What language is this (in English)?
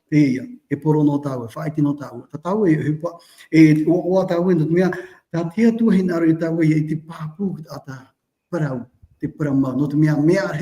Tahitian